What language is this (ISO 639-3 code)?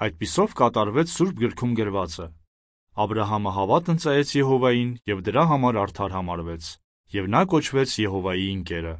hye